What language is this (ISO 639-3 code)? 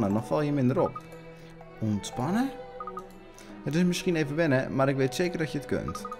nld